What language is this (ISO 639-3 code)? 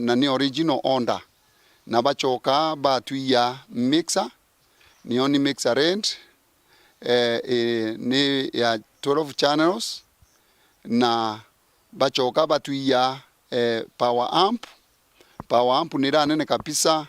mer